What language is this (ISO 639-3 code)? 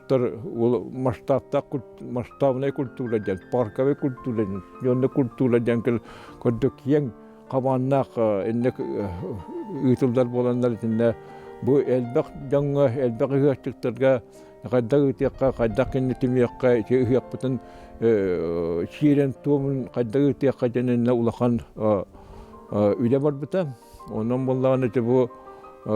sah